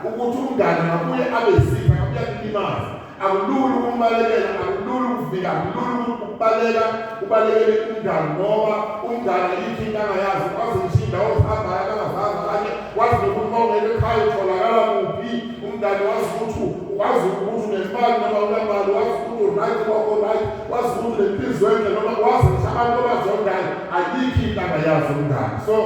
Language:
Zulu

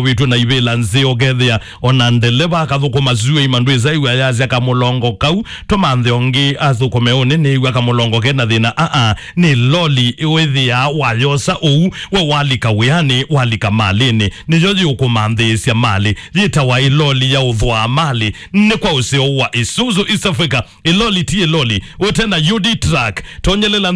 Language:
Kamba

